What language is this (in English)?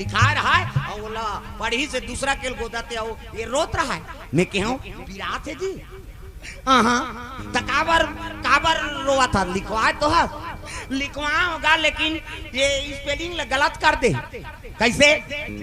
Chhattisgarhi